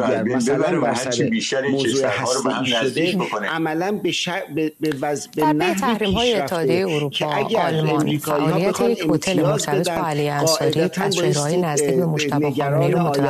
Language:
Persian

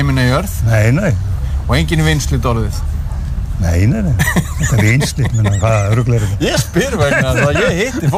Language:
Icelandic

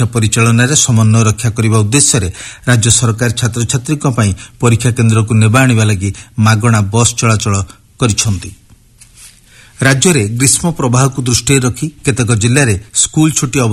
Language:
Odia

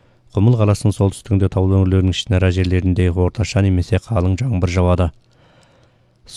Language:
Kazakh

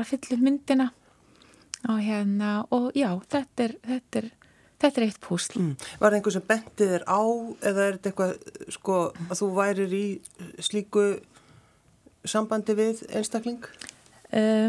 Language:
Icelandic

